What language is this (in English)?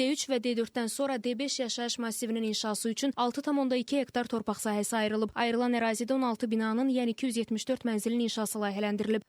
Azerbaijani